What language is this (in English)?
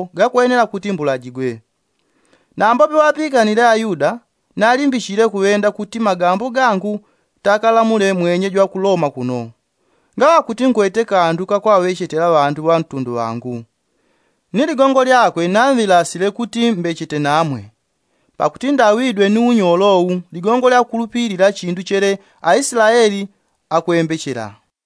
Yao